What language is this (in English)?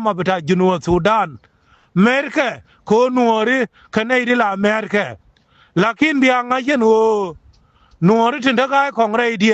Nuer